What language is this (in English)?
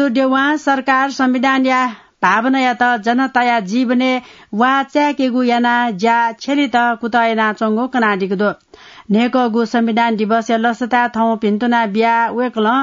Newari